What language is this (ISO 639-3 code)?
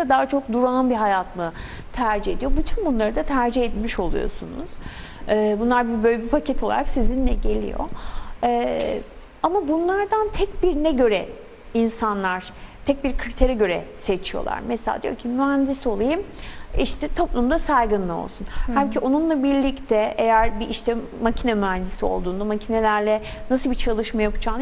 tur